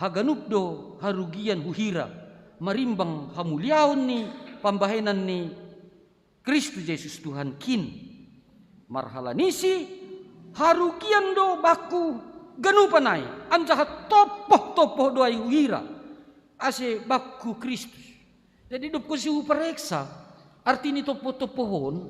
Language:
Batak Simalungun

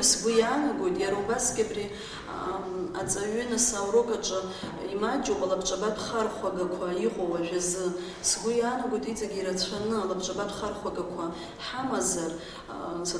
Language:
Abkhazian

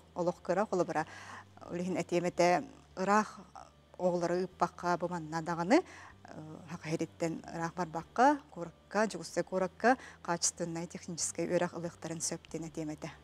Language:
Yakut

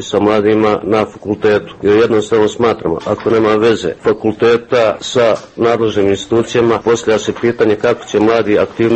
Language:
Serbian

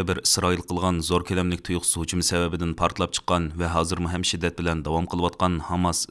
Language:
Uyghur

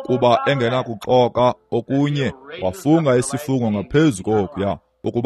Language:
Xhosa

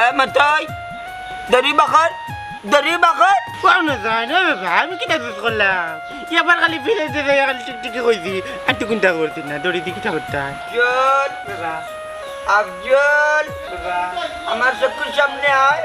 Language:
Sylheti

